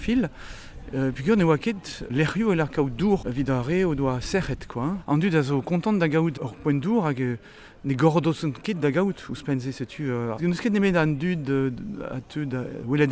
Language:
Breton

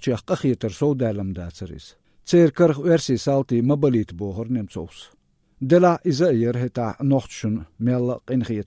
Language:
Chechen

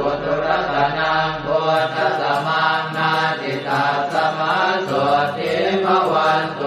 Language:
Pali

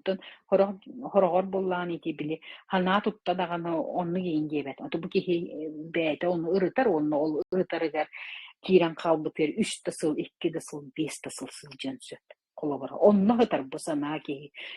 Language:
Yakut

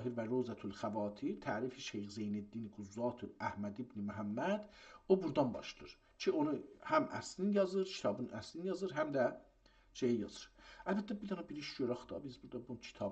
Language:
South Azerbaijani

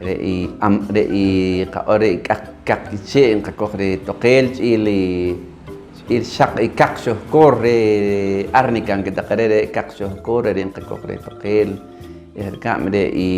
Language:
Poqomchi'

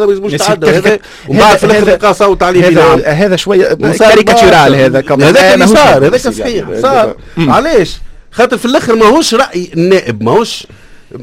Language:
Tunisian Arabic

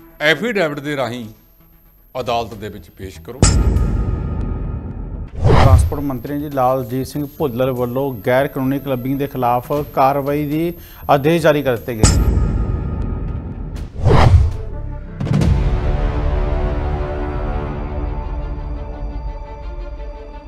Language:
Punjabi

